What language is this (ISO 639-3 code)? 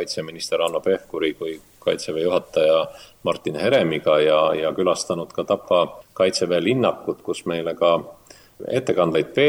est